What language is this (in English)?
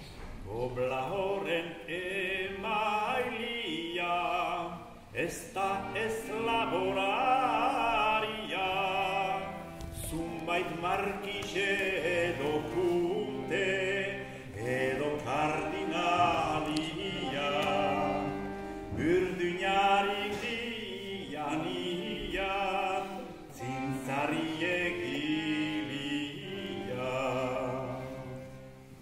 Basque